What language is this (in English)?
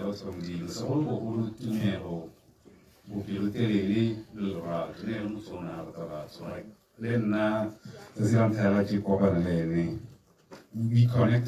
Tswana